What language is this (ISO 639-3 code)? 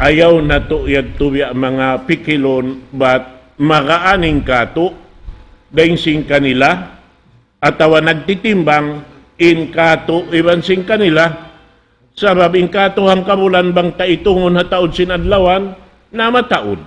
tsg